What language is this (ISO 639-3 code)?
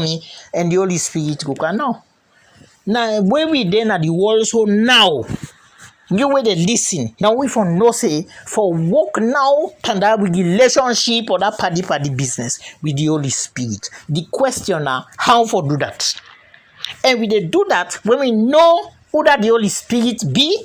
kri